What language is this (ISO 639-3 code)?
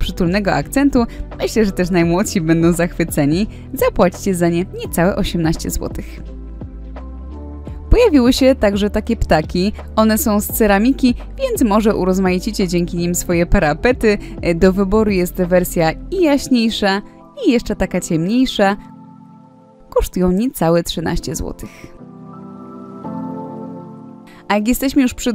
pol